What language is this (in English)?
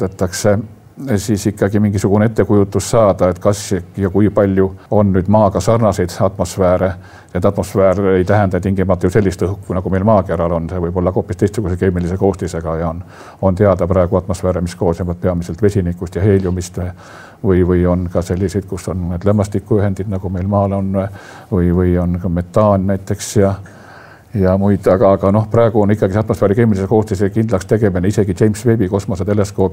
Estonian